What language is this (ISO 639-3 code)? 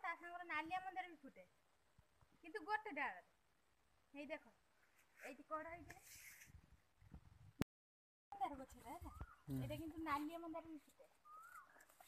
ori